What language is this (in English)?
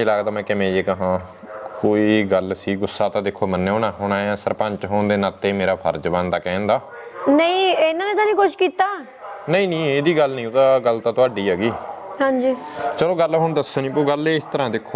Punjabi